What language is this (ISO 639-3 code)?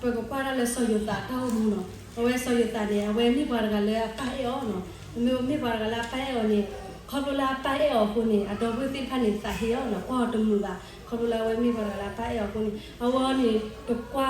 ksw